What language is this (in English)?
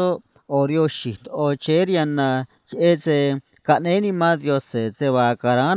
Copala Triqui